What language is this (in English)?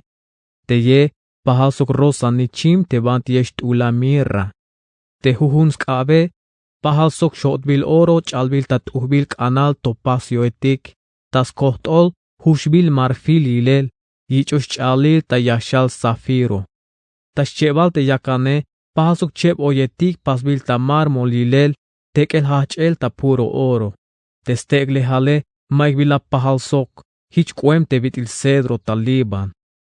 Tzeltal